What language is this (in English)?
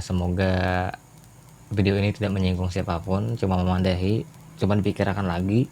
Banjar